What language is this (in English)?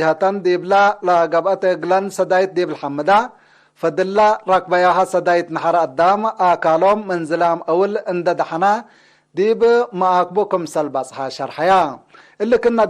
Tigre